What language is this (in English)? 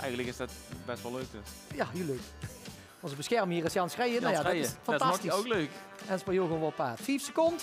Limburgish